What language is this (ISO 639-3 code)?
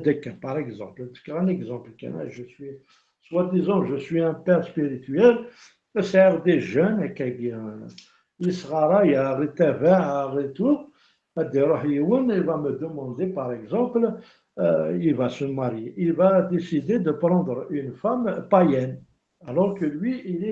kab